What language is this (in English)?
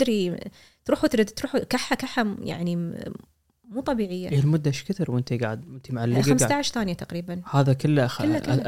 Gulf Arabic